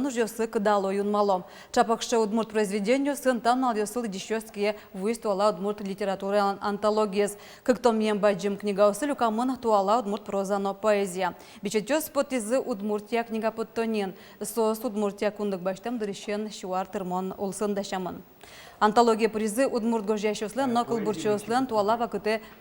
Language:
Udmurt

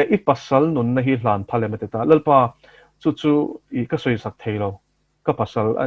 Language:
Mizo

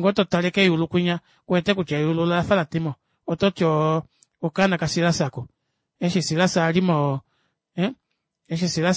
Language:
Kuanyama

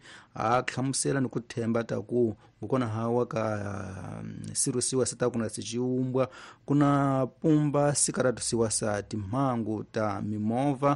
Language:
Tsonga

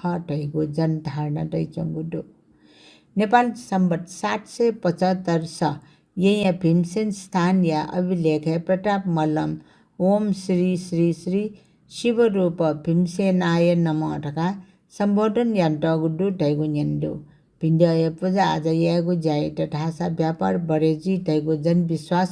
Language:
Newari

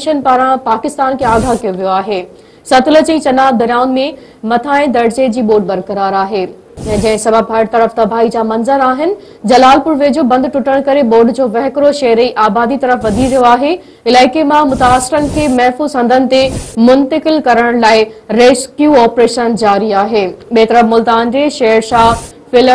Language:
Sindhi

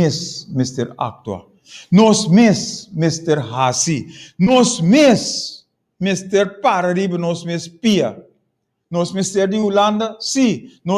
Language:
Papiamento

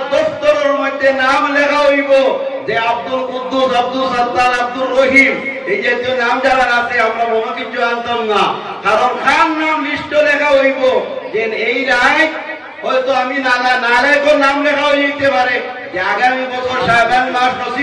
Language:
Sylheti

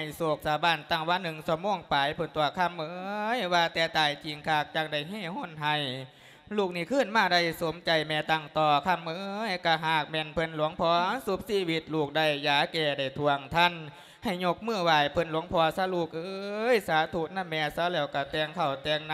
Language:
Lao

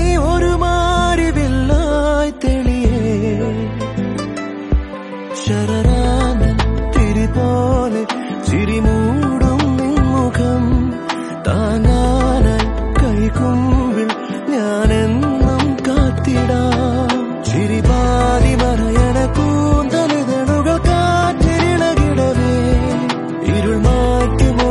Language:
Malayalam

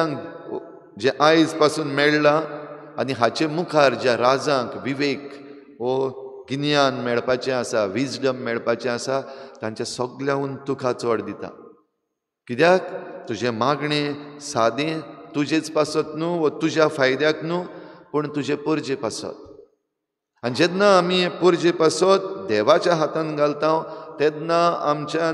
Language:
Konkani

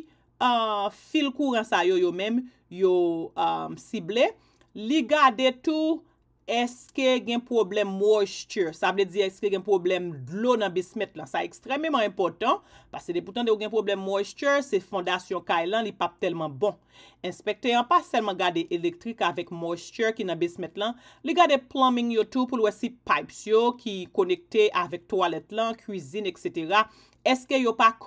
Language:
Haitian Creole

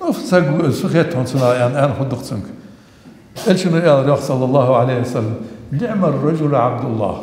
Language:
Ingush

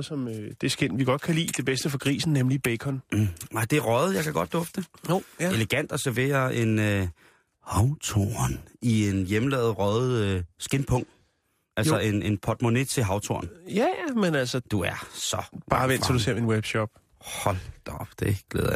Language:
Danish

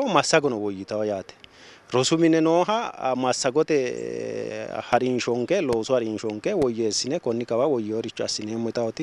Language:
Sidamo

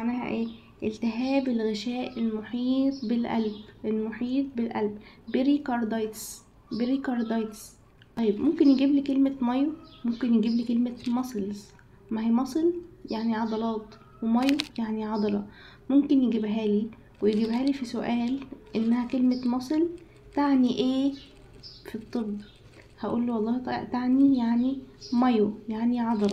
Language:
Egyptian Arabic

